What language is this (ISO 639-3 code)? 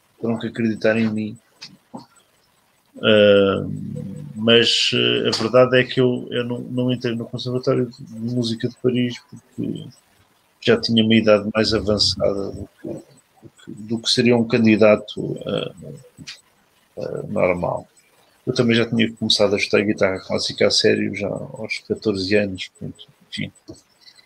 por